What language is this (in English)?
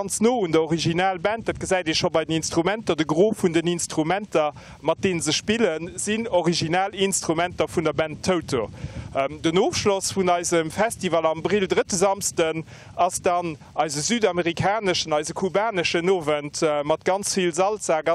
Luxembourgish